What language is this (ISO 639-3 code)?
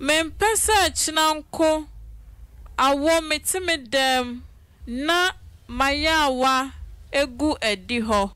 aka